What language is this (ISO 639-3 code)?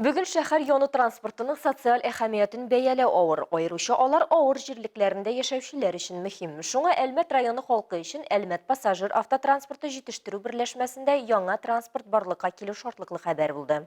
tat